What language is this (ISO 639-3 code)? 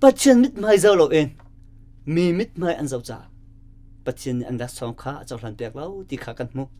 cnh